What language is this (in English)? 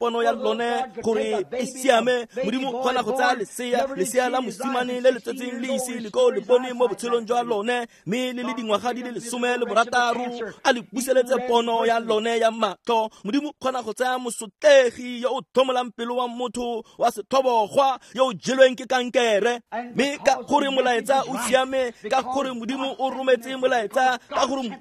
Tswana